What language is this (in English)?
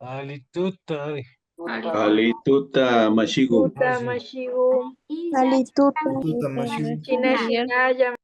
Imbabura Highland Quichua